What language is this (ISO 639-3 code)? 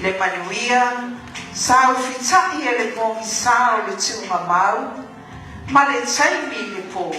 smo